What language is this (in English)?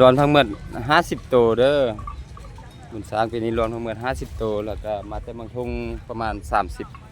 Lao